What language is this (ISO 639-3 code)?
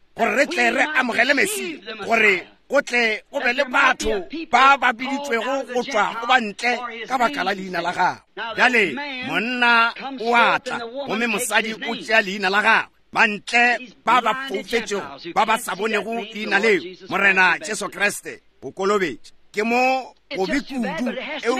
nso